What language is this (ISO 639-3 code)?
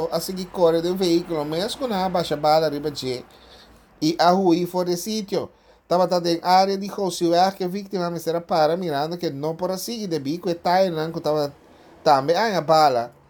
pap